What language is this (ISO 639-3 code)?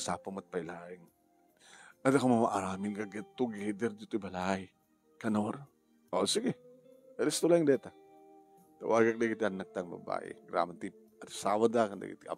ilo